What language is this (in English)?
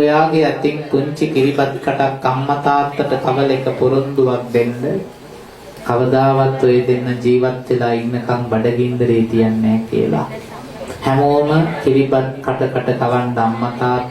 Sinhala